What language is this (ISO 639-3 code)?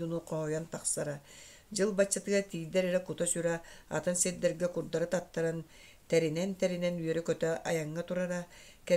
sah